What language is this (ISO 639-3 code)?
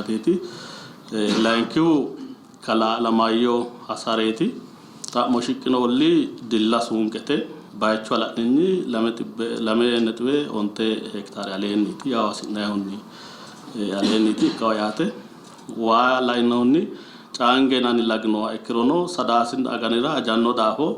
sid